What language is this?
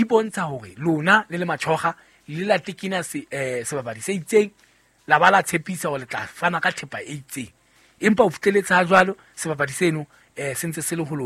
Southern Sotho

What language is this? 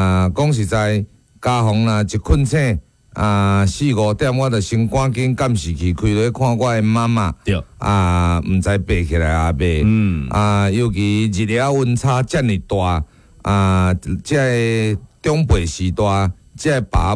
Min Nan Chinese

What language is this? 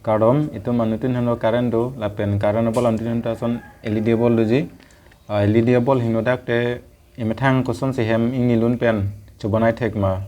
Karbi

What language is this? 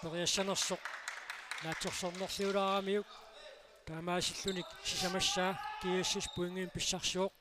Kalaallisut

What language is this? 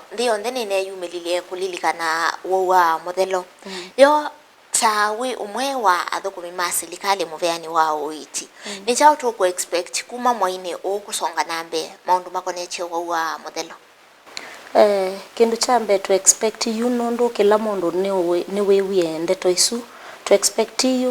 Kamba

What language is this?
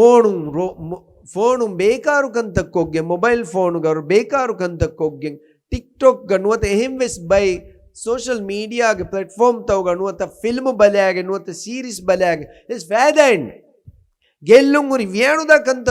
Divehi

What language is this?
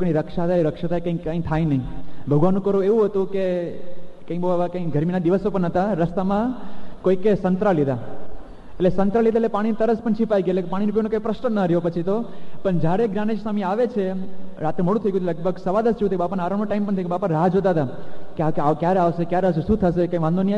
Gujarati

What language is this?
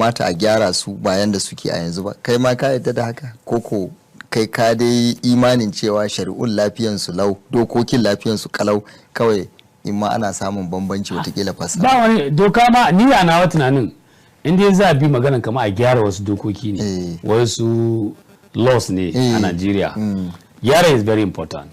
Hausa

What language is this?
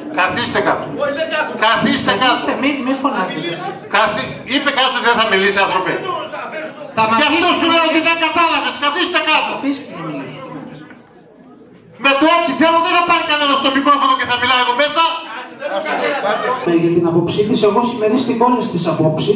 Greek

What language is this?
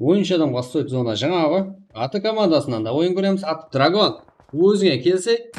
Kara-Kalpak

